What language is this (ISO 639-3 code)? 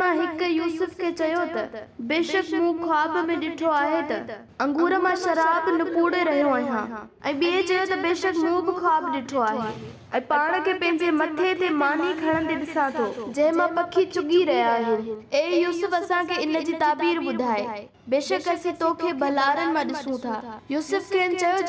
snd